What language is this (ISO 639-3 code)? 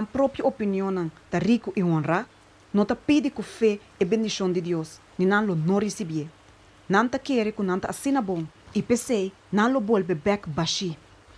pap